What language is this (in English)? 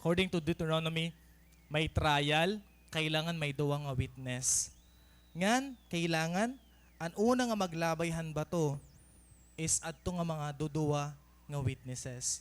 Waray